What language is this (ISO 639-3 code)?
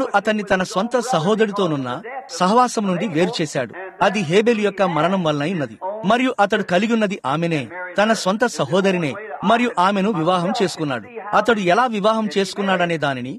tel